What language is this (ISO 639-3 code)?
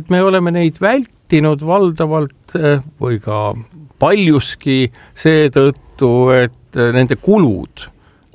est